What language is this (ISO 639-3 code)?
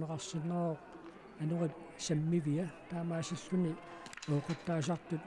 kal